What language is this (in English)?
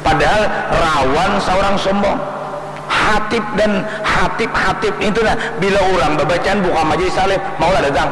Banjar